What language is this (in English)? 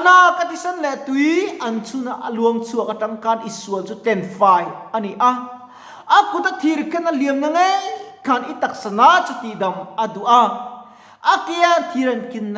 Mizo